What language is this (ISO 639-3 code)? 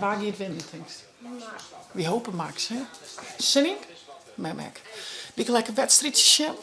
fry